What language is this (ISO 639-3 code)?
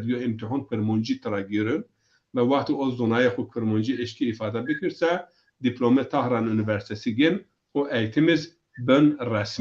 zza